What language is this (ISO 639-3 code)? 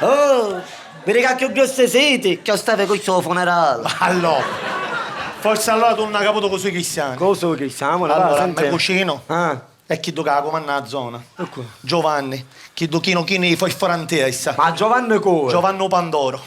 scn